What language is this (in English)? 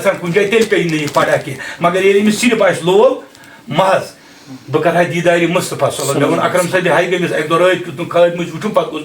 Kashmiri